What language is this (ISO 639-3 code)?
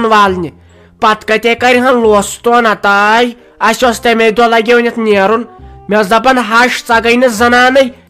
kas